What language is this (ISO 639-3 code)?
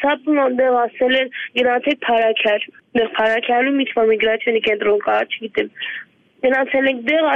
hye